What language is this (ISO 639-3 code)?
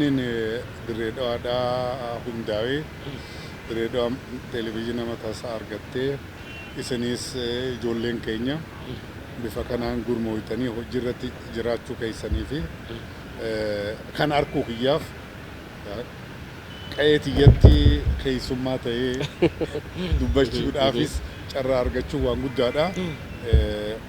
orm